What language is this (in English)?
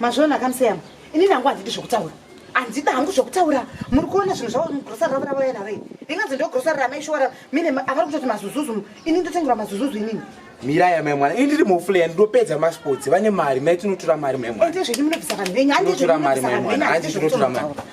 Shona